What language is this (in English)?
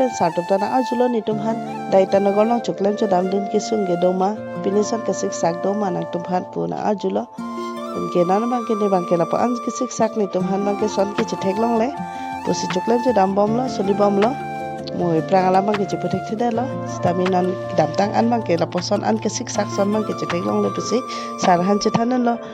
Karbi